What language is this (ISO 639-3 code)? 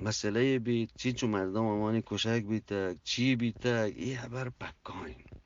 bgp